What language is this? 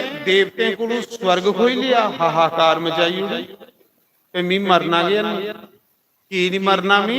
Dogri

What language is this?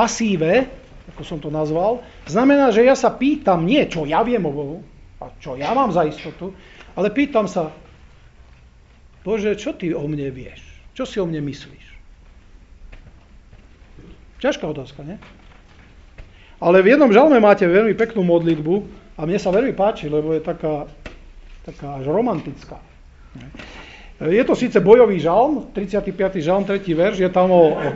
Slovak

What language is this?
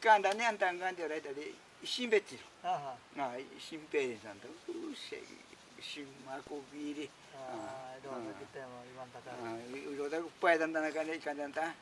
Ashéninka Perené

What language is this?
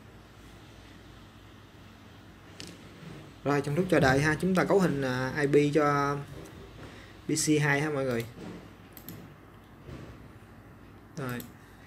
Vietnamese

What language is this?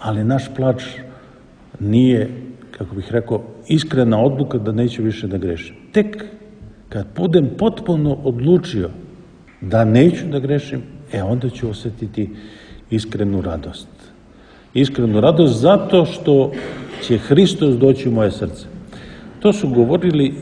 Serbian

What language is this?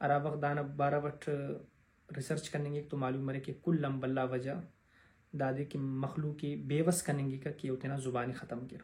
Brahui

